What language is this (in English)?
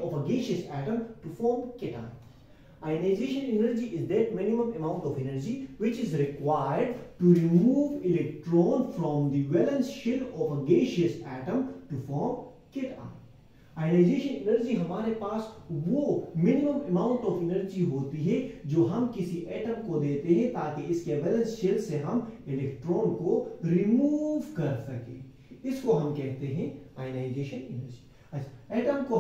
Hindi